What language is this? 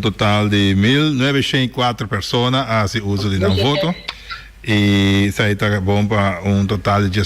Papiamento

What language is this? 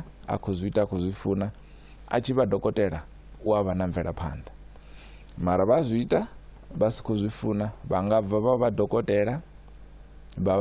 Venda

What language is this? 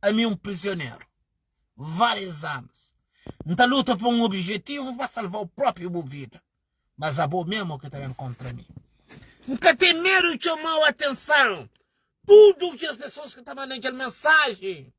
Kabuverdianu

